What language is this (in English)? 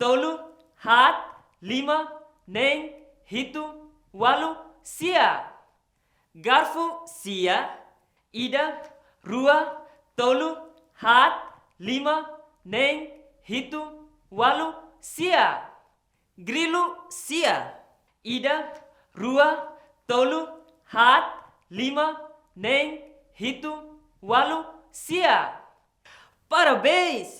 Tetum